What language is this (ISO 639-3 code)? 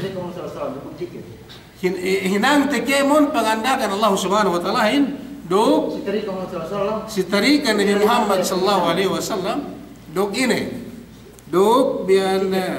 yka